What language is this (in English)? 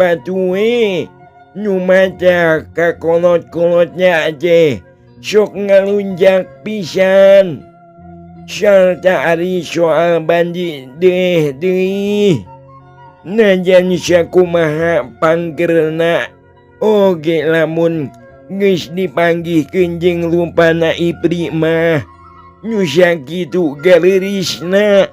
Sundanese